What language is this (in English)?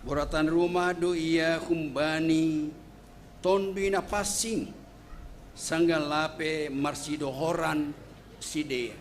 Batak Simalungun